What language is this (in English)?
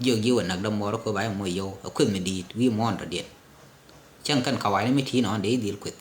Nuer